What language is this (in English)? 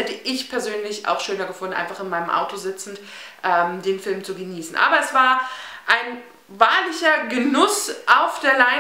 German